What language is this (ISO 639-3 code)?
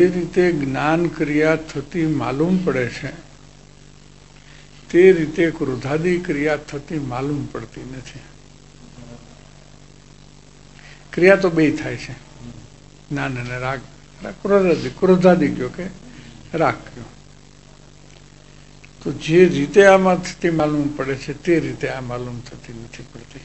guj